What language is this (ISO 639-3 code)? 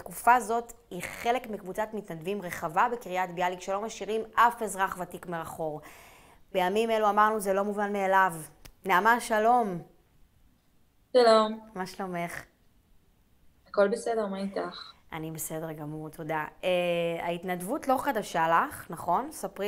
heb